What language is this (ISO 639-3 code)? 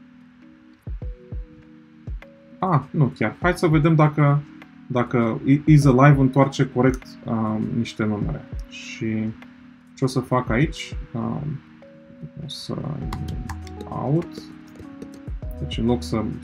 ron